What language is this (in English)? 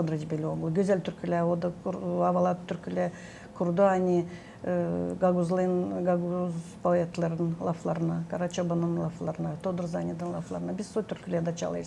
Gagauz